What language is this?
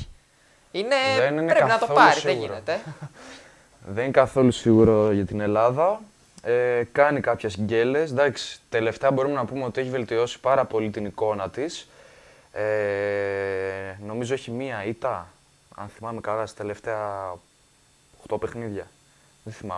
Greek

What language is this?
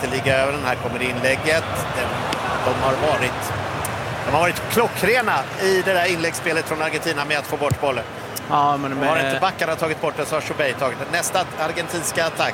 Swedish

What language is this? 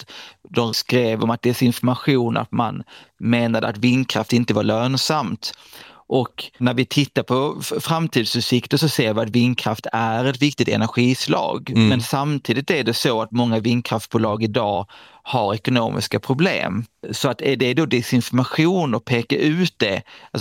Swedish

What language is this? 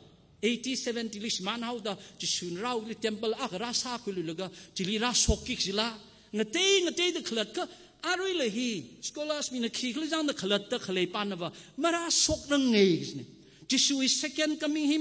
Tangkhul Naga (India)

